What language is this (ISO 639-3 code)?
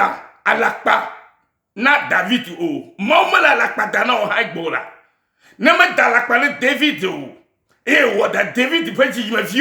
ewe